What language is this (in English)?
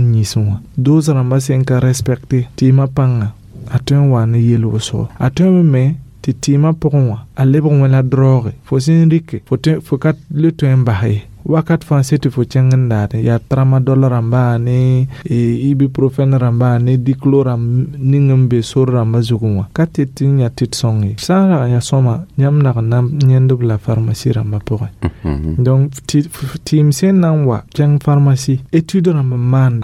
Mossi